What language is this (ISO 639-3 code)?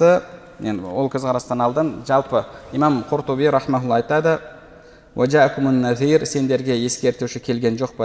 kaz